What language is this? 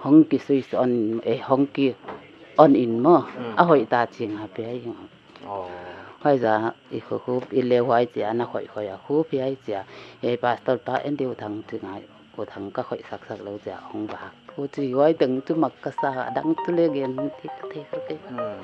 Paite Chin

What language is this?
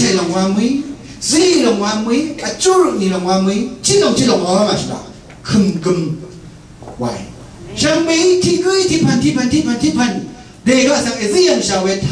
Rawang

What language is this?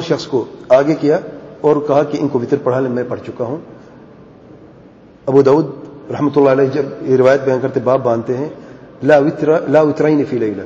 Urdu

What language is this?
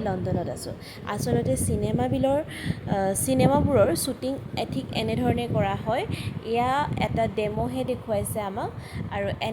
Assamese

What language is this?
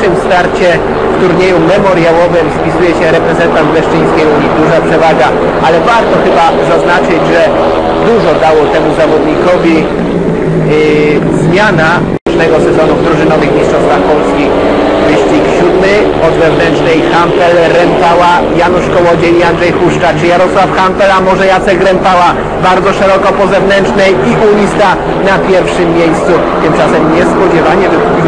Polish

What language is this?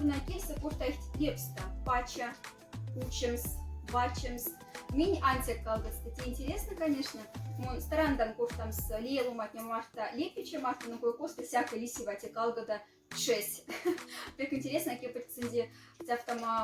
Moksha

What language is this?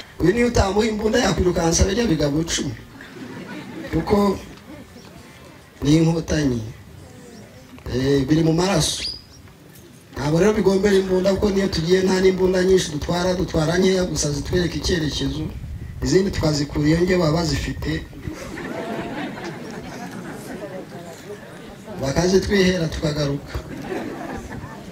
Kinyarwanda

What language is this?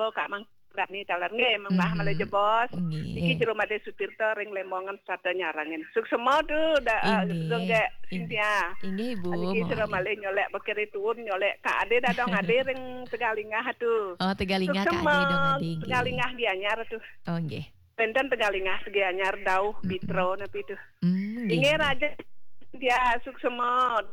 Balinese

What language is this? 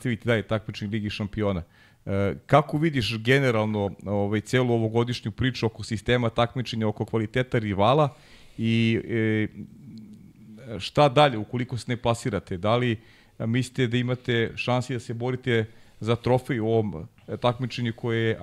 Serbian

